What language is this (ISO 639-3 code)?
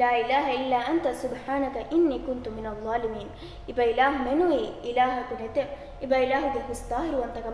div